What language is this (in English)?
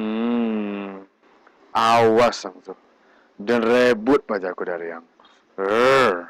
Minangkabau